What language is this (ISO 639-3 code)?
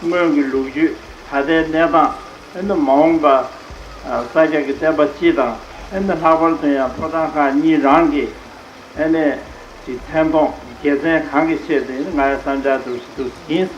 bod